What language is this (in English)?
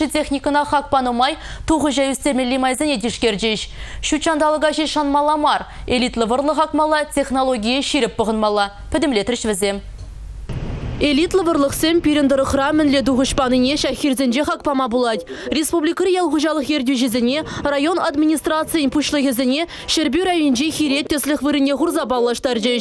Chuvash